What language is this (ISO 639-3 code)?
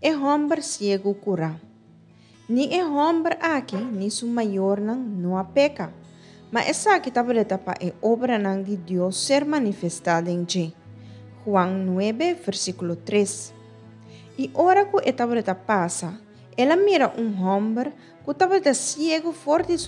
pap